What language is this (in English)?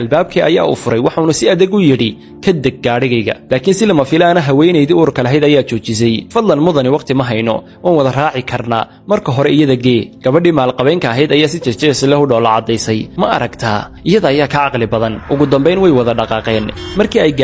Somali